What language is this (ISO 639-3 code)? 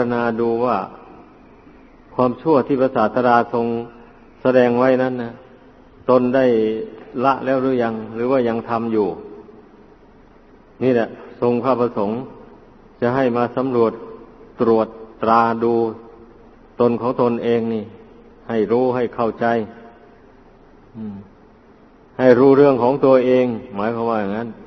tha